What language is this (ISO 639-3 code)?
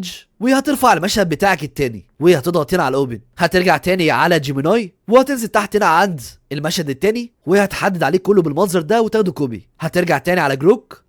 arz